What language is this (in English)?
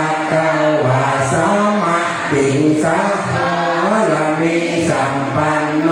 Pali